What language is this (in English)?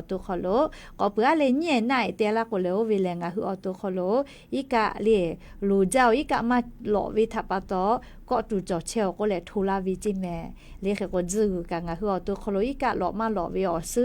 Lahu